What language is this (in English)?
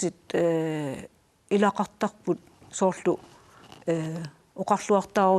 Kalaallisut